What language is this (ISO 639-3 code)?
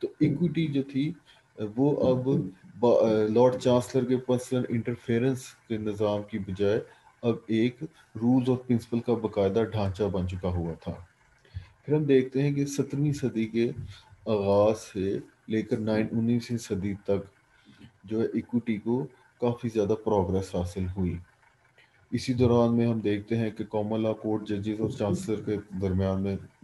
urd